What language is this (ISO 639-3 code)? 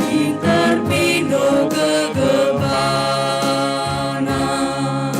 btx